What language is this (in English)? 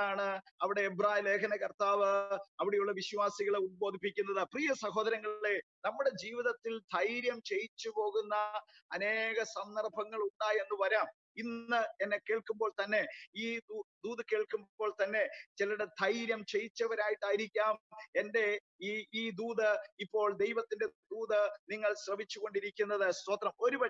Malayalam